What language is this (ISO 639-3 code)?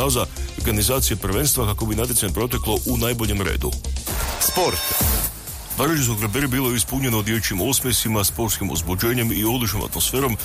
hrv